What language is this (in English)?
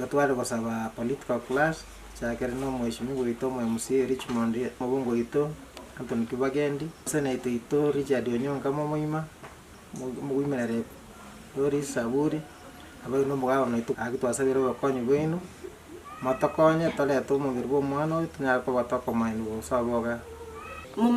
Gusii